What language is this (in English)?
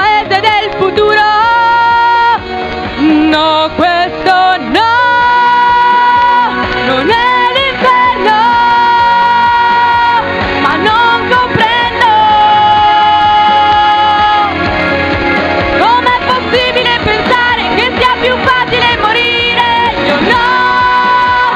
Italian